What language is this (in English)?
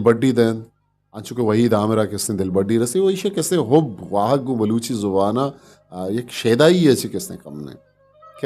Eastern Balochi